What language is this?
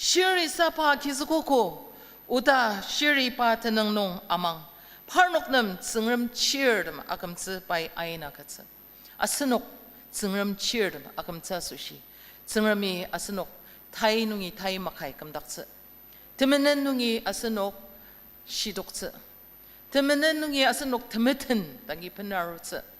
Ao Naga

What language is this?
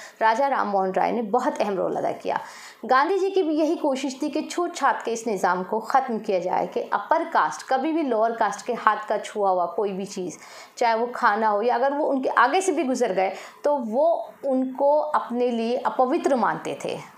Hindi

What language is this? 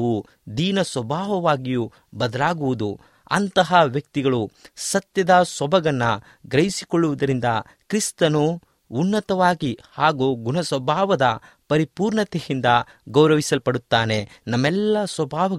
Kannada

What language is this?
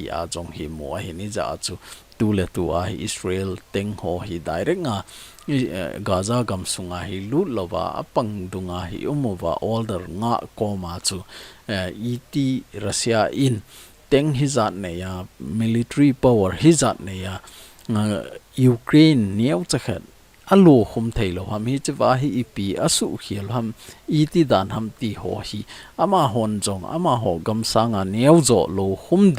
Thado Chin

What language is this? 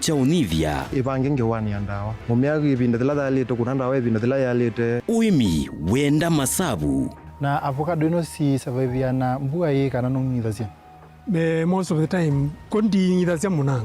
Kamba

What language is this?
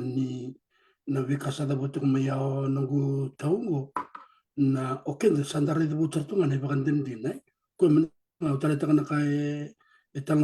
Fijian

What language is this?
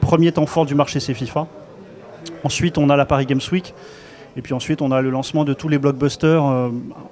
French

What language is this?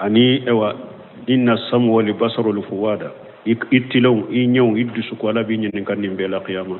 Bambara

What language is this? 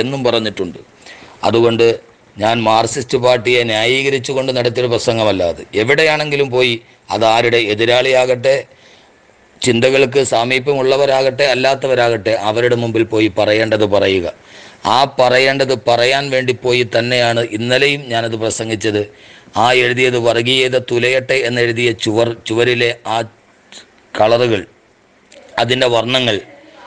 Malayalam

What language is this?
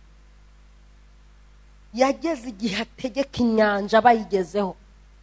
Kinyarwanda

